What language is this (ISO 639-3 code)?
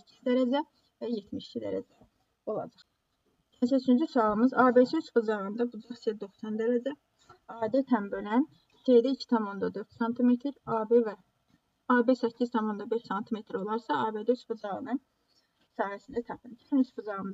aze